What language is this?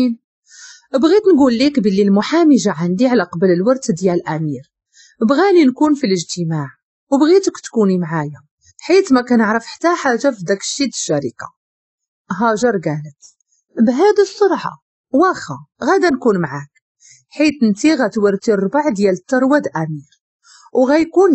Moroccan Arabic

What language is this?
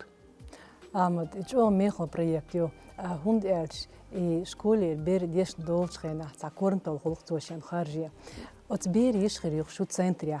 Chechen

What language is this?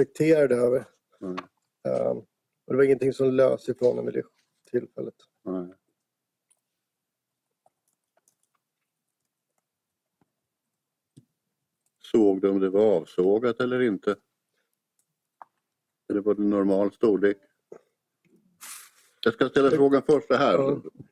Swedish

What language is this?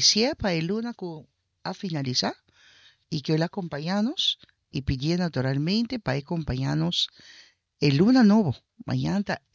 Papiamento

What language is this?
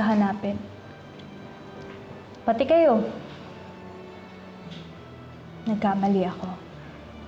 Filipino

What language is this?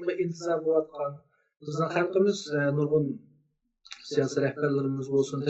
Uyghur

